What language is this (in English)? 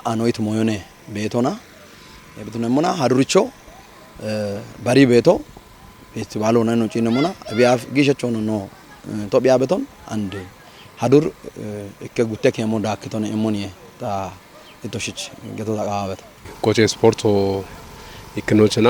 Kafa